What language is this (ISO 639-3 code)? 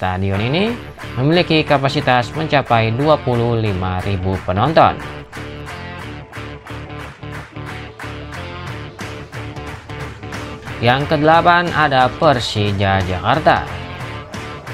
ind